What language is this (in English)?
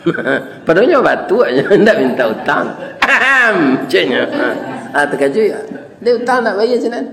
Minangkabau